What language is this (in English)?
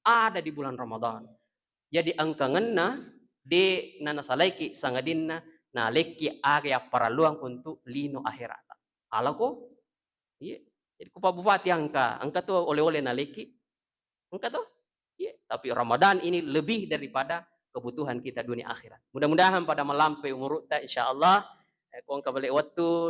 Buginese